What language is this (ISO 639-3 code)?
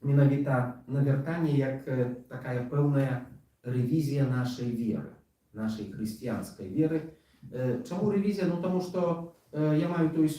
bel